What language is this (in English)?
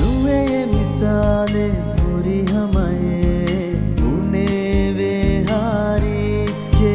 Divehi